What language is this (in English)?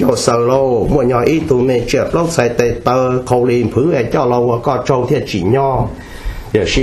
Hmong